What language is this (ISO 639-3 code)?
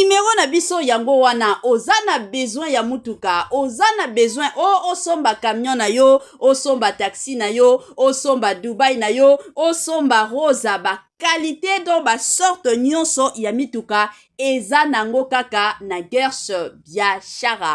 lin